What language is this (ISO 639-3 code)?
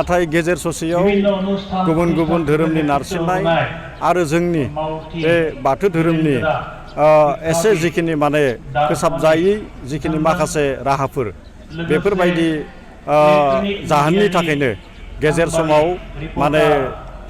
brx